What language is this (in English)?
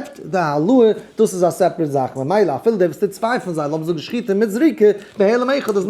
Yiddish